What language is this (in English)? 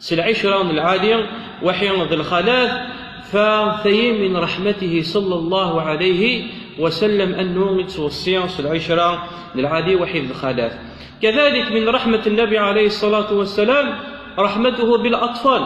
Kabyle